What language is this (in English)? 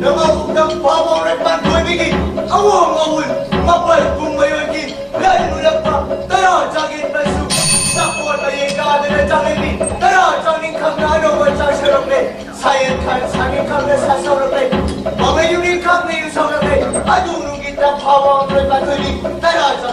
Manipuri